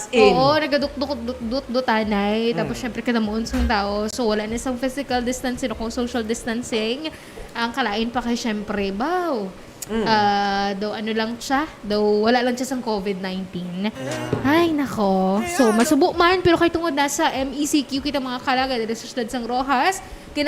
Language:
Hiligaynon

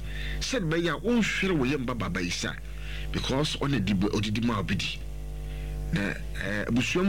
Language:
Akan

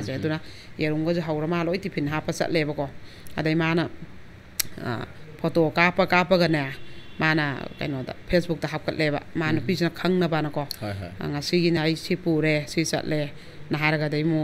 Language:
Manipuri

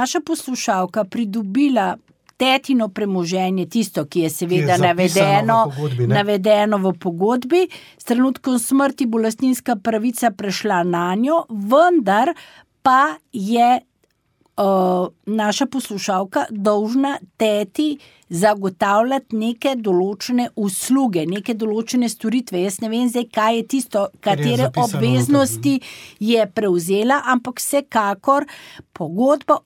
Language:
Slovenian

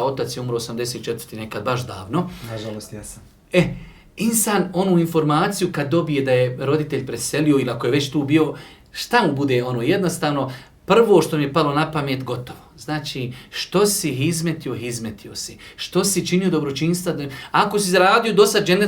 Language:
Bosnian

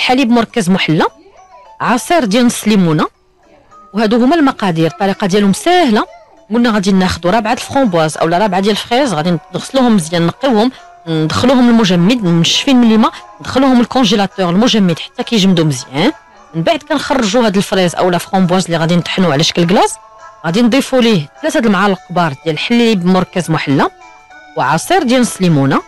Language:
Moroccan Arabic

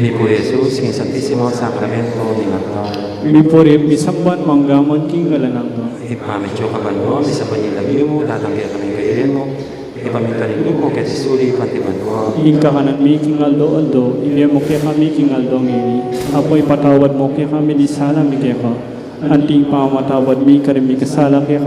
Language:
Pampanga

